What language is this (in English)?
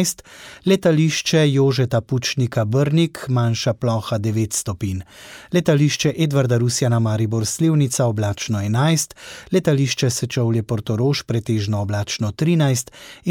Slovenian